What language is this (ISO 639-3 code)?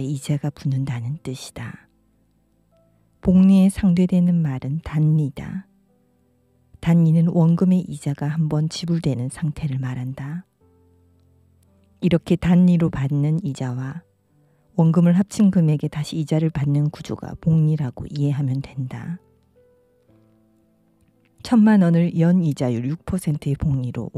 kor